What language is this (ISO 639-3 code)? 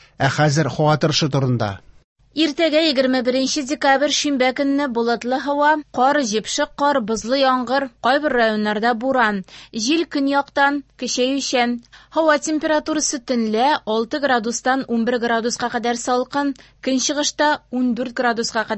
tat